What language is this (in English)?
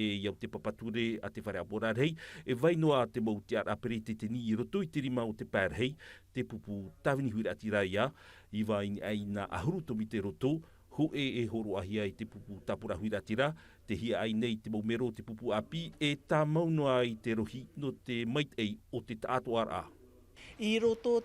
Tahitian